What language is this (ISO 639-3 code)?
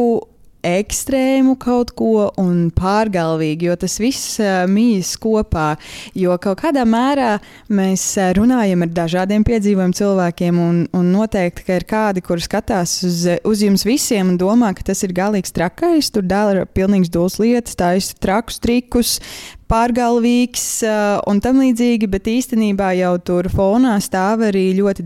lav